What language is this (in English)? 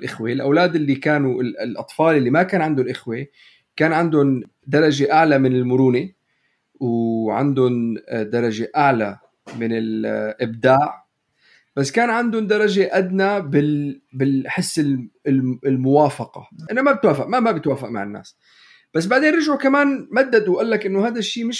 North Levantine Arabic